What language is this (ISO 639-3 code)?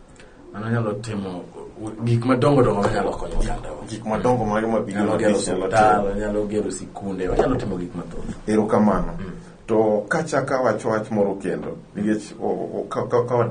luo